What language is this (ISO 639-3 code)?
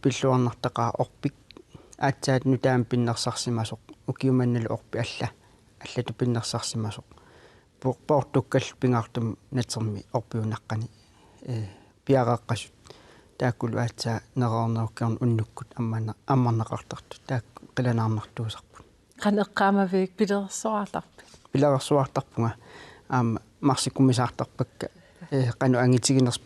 kal